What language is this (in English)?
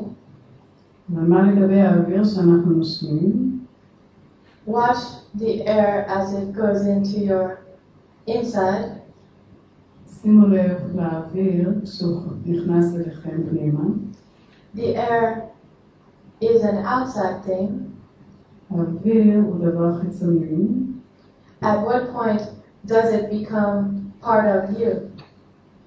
Hebrew